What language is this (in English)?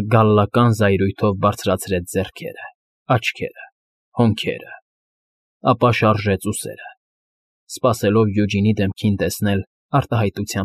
Armenian